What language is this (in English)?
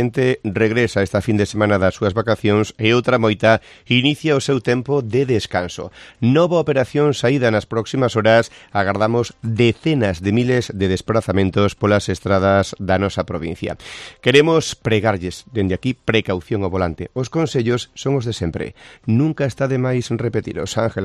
Galician